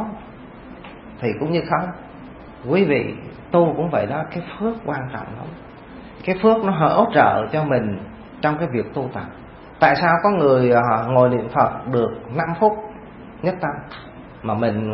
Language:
Vietnamese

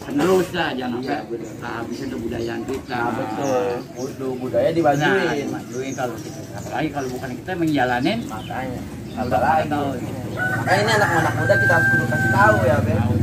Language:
Betawi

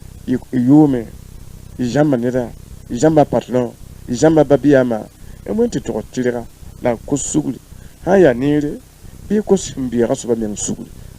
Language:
Mossi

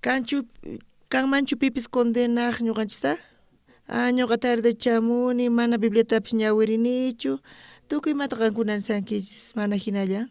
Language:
South Bolivian Quechua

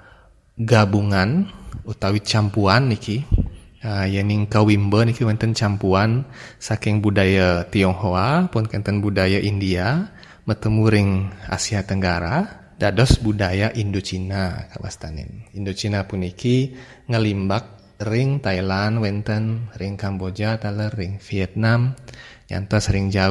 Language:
Balinese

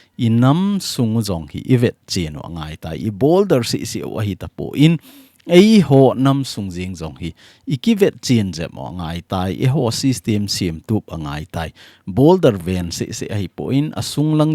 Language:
Thado Chin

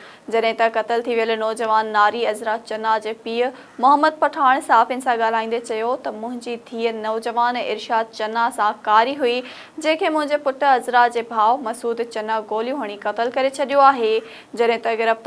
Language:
Sindhi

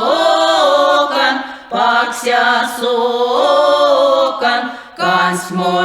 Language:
Erzya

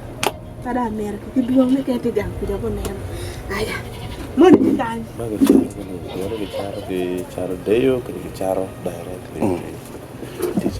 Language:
Acoli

